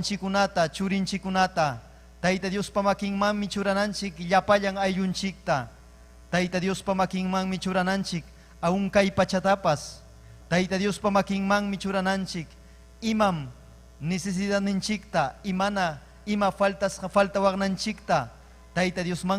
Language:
Ayacucho Quechua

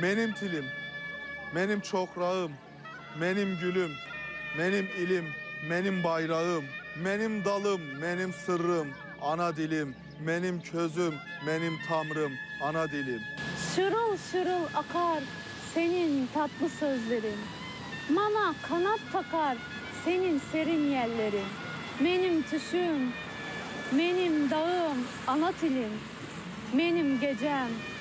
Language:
Crimean Tatar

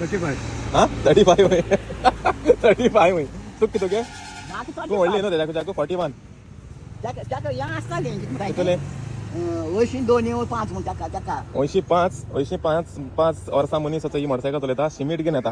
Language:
Konkani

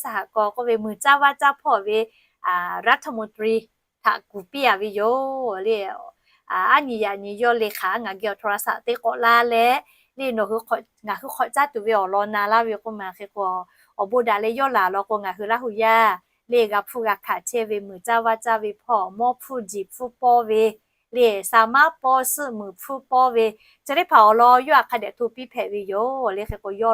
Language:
Lahu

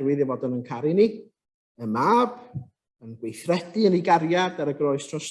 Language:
Welsh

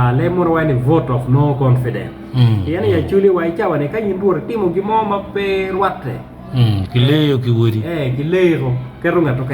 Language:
Acoli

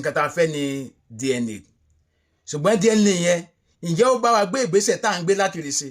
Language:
Yoruba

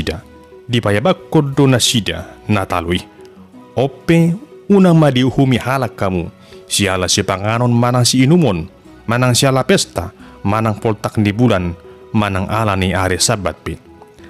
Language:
Batak Toba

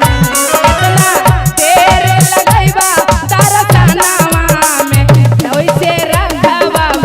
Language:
Magahi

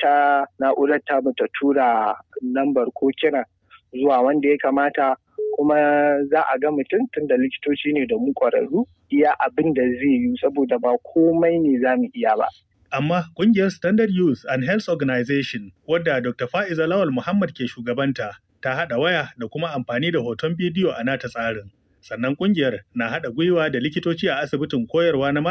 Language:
Hausa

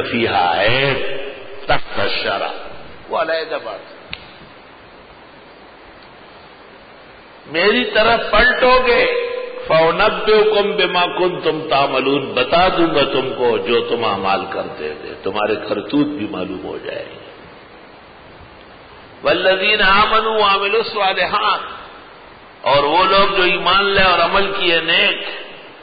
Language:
Urdu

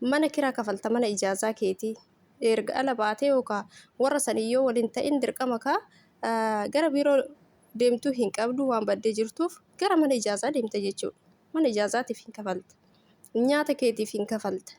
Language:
Oromo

